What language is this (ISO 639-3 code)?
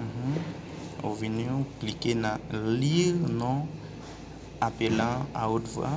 hat